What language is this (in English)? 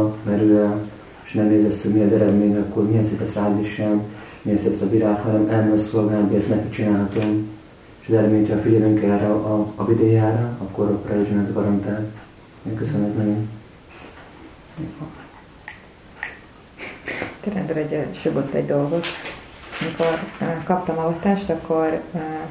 Hungarian